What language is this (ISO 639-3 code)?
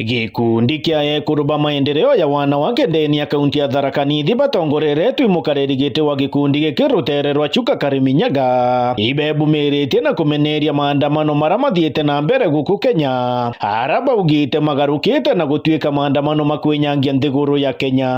mer